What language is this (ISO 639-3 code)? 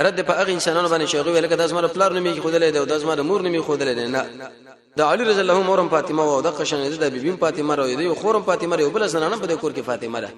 pus